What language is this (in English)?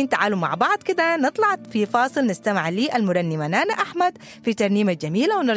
Sudanese Arabic